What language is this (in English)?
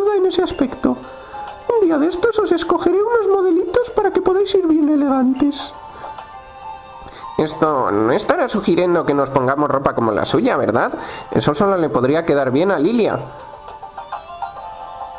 Spanish